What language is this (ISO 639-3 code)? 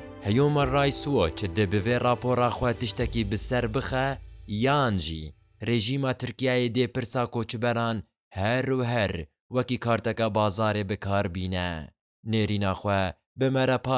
kur